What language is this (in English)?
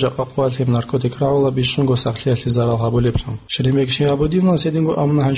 Avaric